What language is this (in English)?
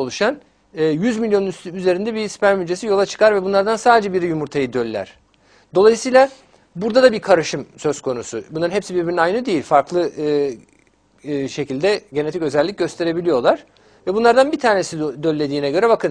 Turkish